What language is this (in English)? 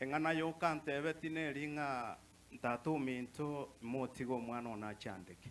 Gusii